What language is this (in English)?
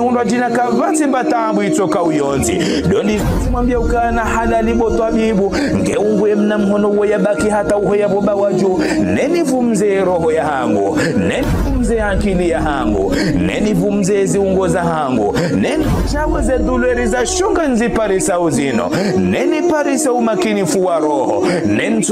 Ngazidja Comorian